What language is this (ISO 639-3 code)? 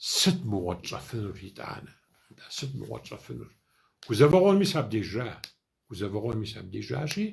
kbd